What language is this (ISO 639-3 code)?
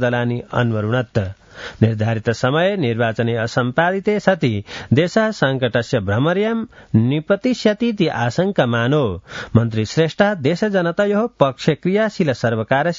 san